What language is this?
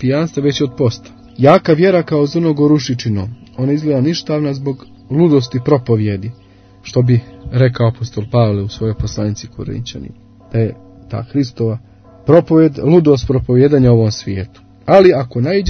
Serbian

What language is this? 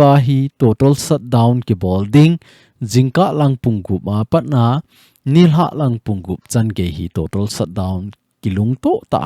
Thado Chin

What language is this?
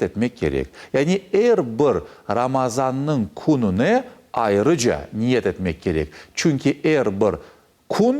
Crimean Tatar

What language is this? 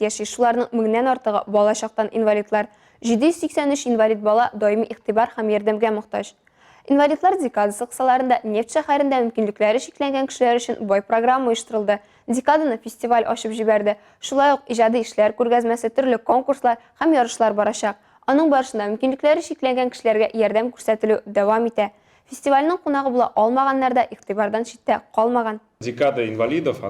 Tatar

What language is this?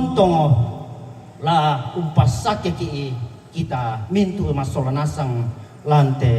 Toraja-Sa'dan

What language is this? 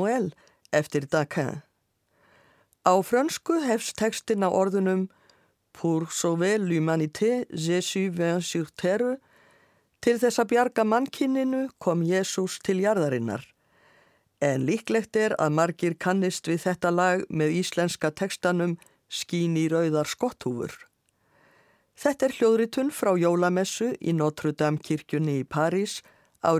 Icelandic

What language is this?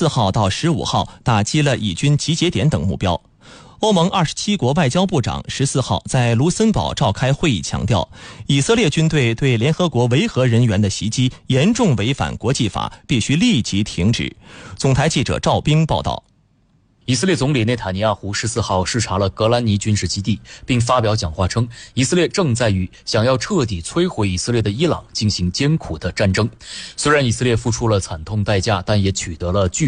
Chinese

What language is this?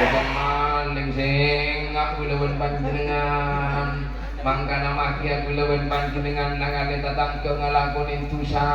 Madurese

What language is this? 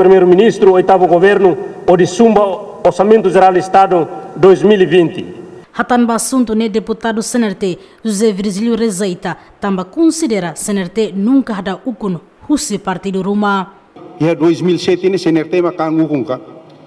Tetum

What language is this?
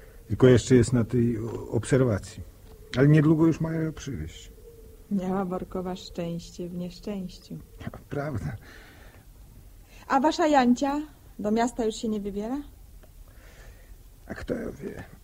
Polish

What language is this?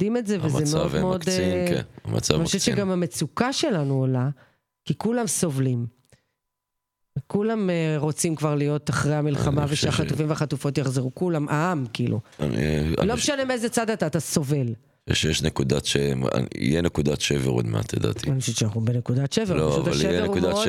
Hebrew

